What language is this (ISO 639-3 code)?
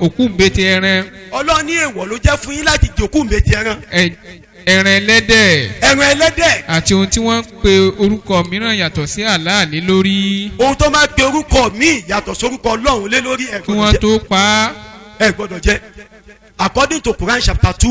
yor